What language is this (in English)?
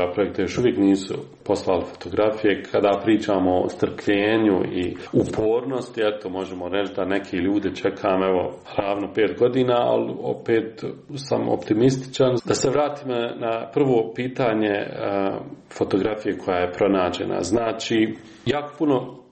Croatian